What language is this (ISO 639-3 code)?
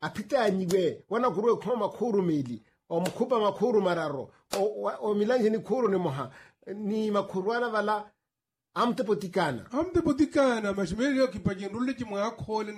vmw